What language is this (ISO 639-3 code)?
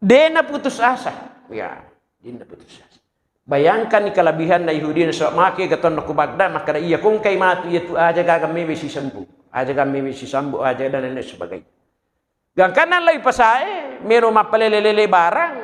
bug